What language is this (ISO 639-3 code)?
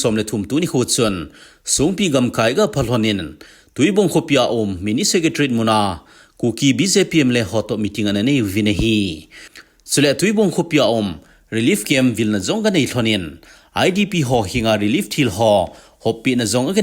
tcz